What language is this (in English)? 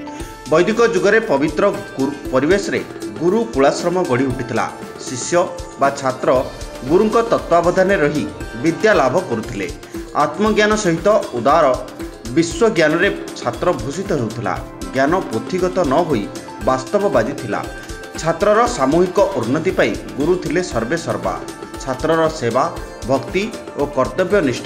Odia